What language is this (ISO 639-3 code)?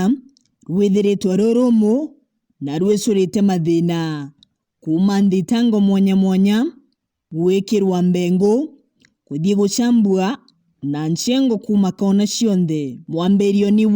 mer